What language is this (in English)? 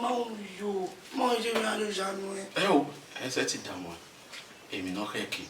Bini